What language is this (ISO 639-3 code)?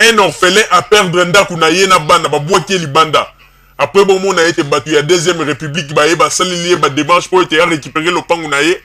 lin